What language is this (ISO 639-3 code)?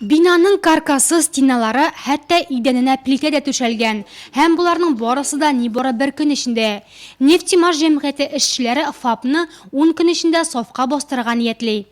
tat